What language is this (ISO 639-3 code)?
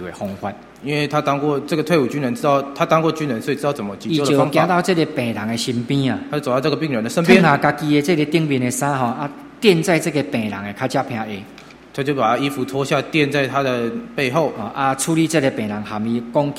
nan